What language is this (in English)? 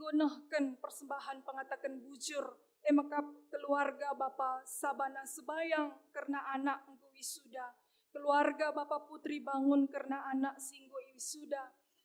Batak Karo